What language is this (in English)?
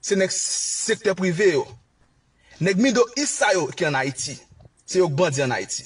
Haitian Creole